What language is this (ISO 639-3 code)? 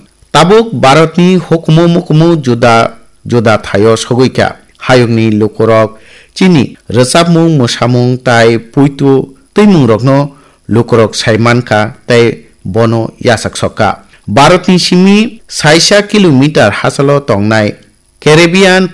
trp